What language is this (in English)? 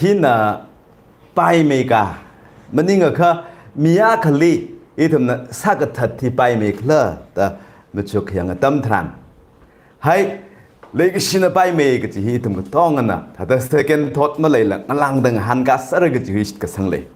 Tangkhul Naga (India)